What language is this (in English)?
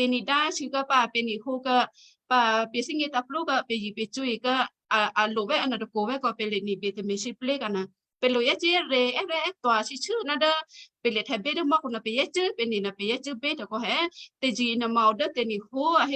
Western Kayah